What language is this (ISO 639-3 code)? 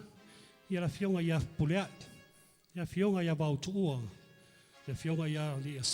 smo